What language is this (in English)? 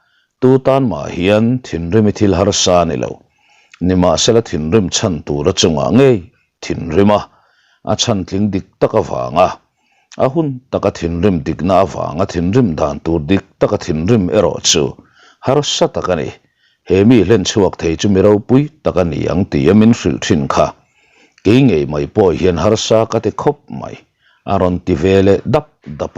Mizo